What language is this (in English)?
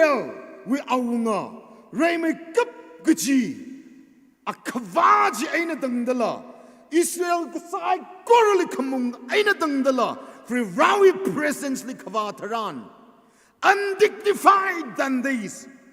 Tangkhul Naga (India)